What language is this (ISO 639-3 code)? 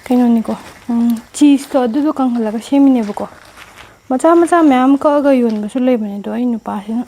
mni